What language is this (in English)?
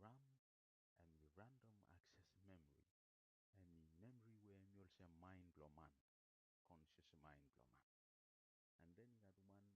Bislama